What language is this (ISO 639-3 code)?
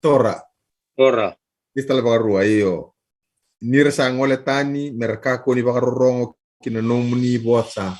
fij